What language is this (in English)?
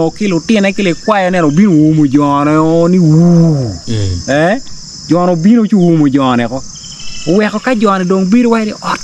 Acoli